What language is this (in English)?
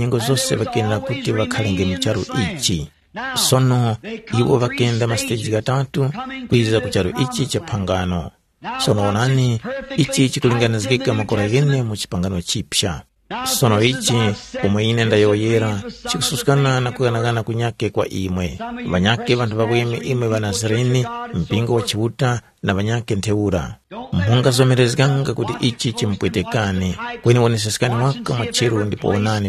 Tumbuka